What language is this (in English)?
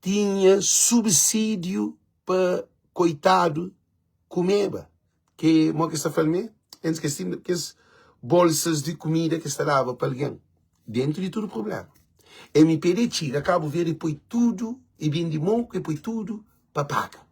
Kabuverdianu